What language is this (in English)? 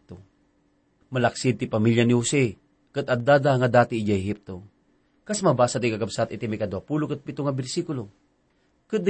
Iloko